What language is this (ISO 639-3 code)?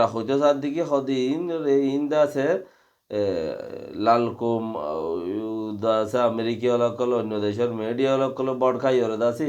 rhg